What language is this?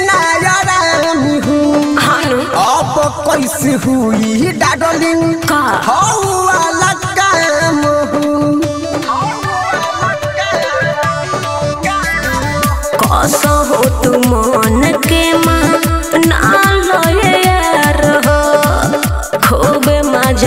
Bhojpuri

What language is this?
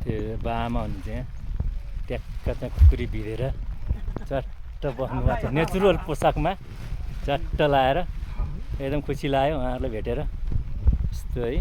Nepali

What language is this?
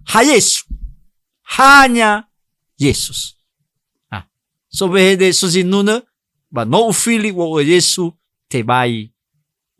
Nias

